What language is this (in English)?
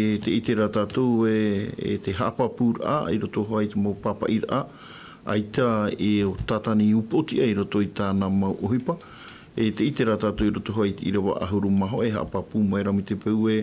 Tahitian